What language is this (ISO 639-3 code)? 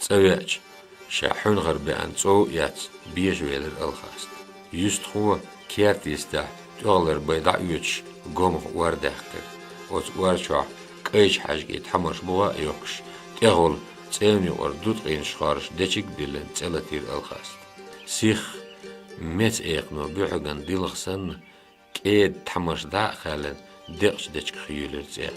che